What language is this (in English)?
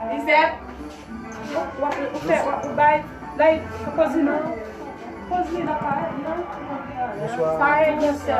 Haitian Creole